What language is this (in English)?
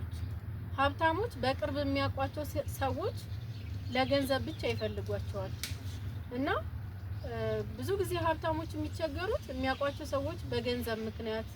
Amharic